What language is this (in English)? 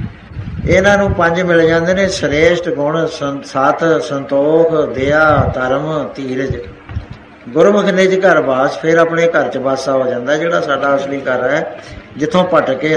Punjabi